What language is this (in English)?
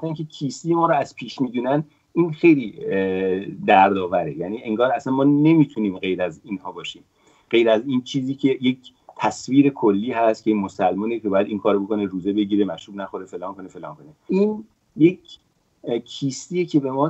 Persian